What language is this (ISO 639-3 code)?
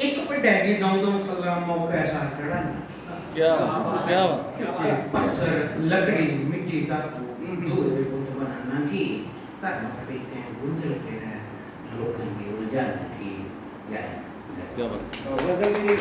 doi